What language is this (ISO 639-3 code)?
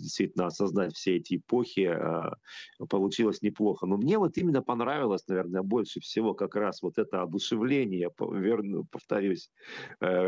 rus